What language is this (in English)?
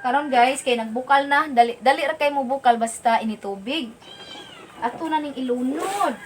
Cebuano